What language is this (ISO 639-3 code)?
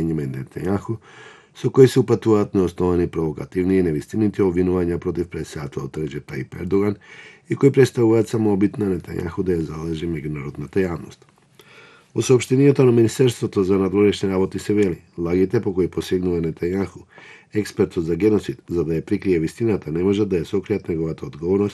mkd